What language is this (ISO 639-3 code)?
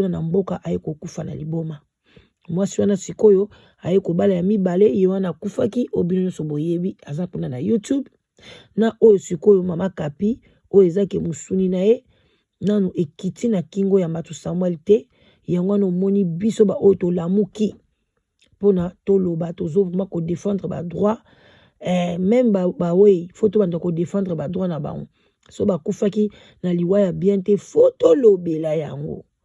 lin